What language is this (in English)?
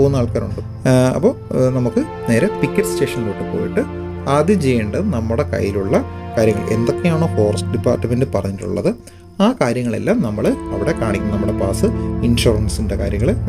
Malayalam